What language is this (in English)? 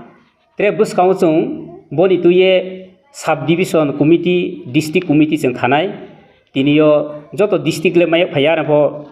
Riang (India)